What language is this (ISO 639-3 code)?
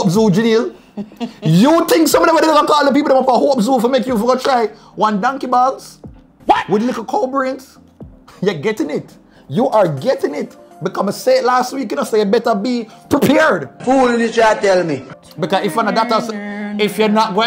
jam